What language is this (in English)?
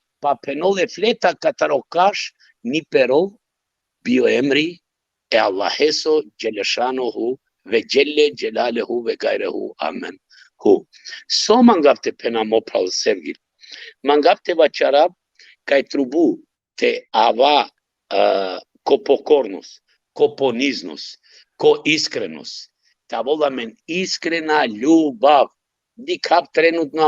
Balkan Romani